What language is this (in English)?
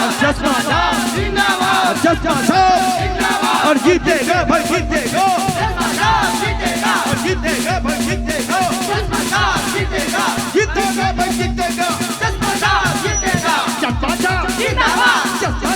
Chhattisgarhi